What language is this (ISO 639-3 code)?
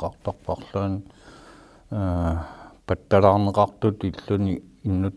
kal